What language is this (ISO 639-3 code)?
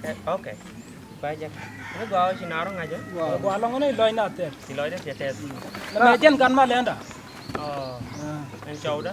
nus